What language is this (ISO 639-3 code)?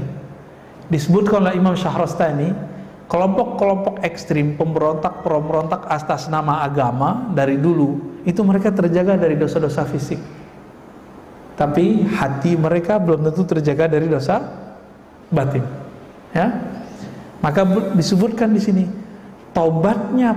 ind